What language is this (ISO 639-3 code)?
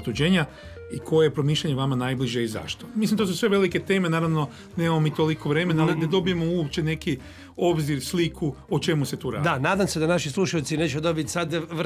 hrv